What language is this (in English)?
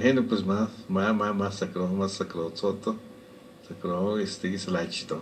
Lachiguiri Zapotec